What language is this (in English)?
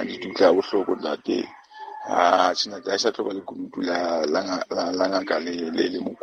Southern Sotho